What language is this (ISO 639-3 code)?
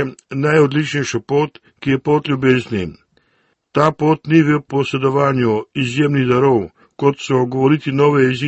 slv